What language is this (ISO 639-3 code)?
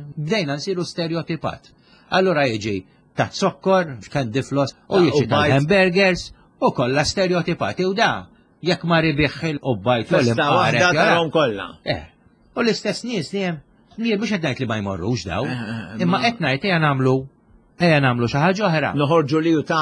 mlt